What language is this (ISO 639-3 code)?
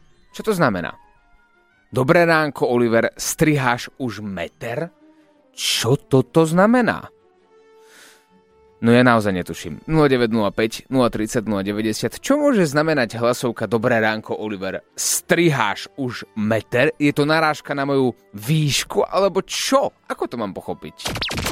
slk